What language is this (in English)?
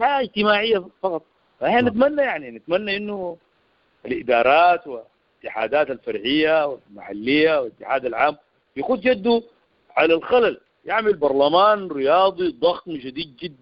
Sudanese Arabic